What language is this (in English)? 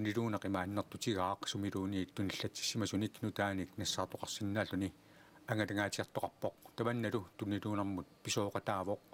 Kalaallisut